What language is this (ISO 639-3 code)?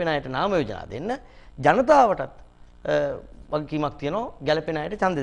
sin